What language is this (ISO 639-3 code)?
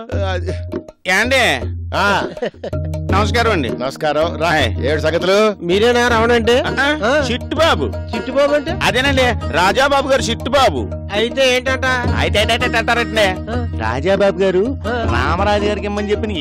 tel